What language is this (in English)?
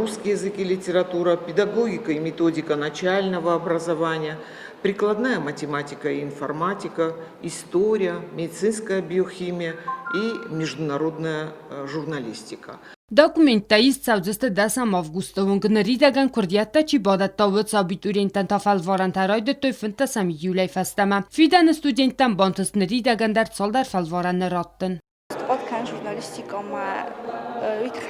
Ossetic